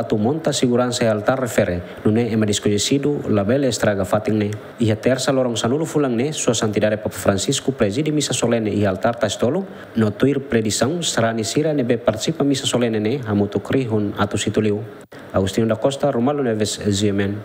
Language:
Tetum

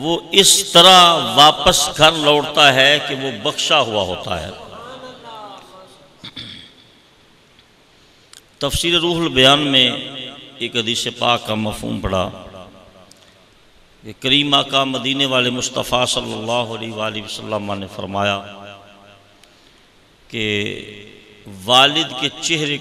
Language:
Urdu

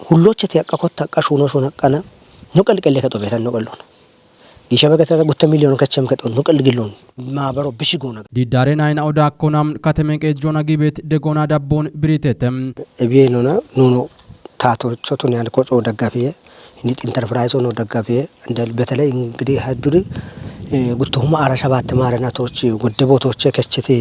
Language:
Kafa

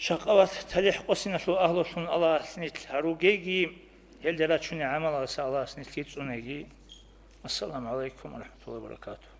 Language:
Avaric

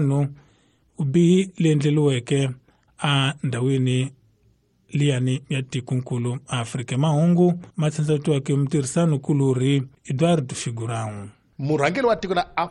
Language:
Tsonga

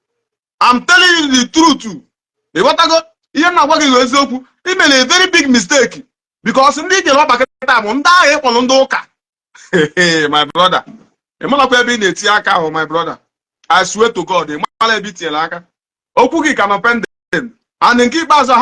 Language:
Igbo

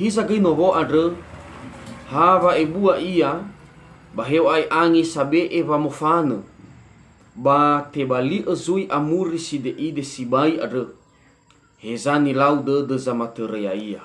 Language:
Nias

